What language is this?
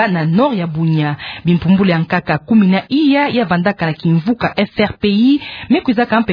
Kituba (Democratic Republic of Congo)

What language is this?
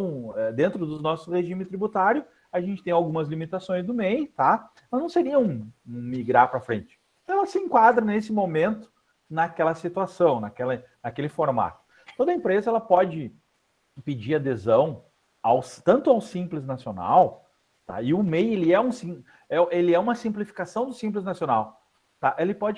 Portuguese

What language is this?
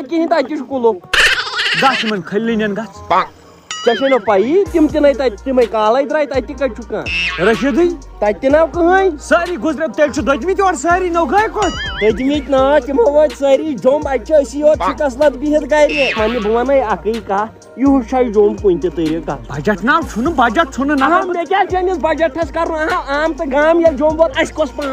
Kashmiri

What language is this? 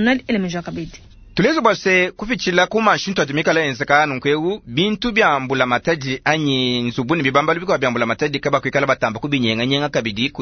Luba-Lulua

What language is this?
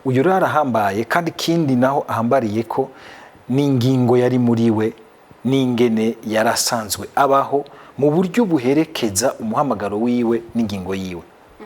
Rundi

